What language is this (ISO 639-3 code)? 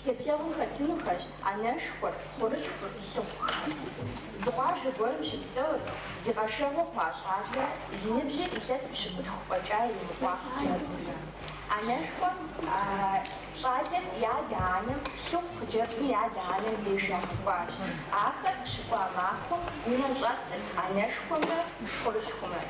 kbd